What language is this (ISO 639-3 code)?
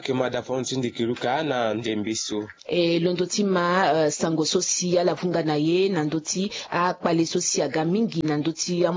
sag